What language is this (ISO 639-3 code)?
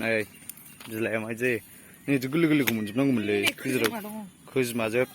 brx